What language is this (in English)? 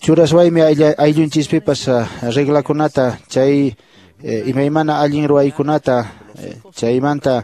Quechua